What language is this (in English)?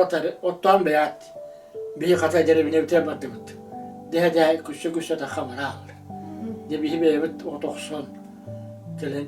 Yakut